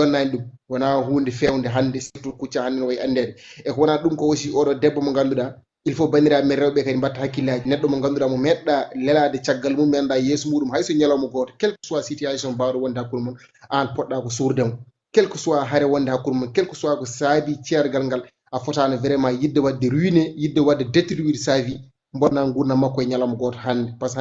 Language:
Fula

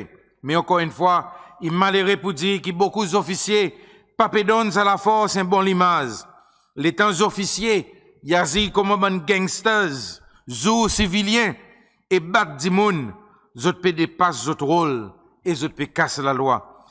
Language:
Seselwa Creole French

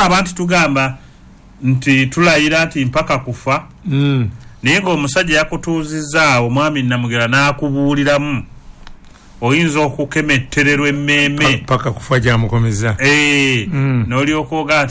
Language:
Ganda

